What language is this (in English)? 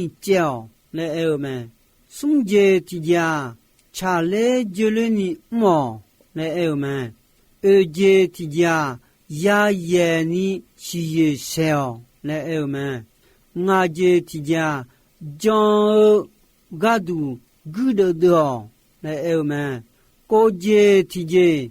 Akha